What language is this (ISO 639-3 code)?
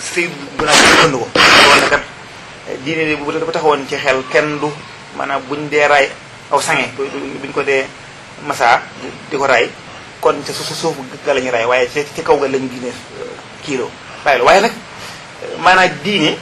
wol